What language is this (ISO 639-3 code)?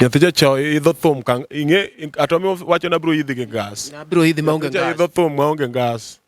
luo